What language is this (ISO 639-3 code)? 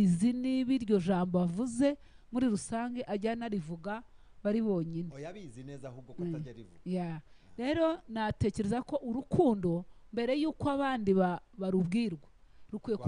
kin